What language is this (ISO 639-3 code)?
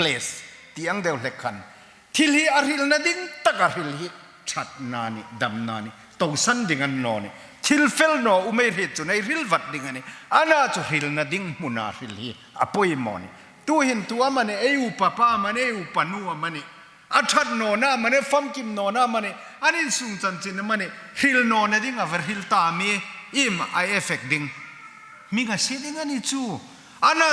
hmr